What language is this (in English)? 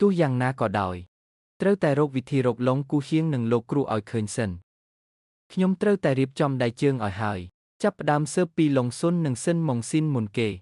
Khmer